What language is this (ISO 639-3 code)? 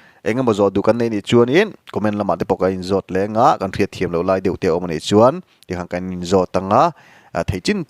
lus